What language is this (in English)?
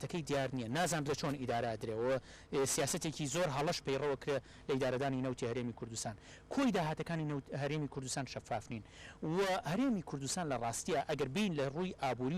Central Kurdish